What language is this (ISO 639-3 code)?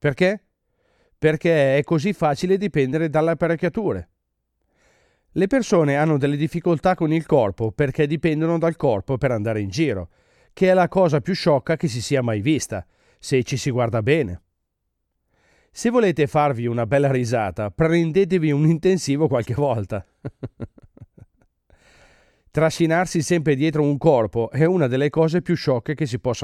ita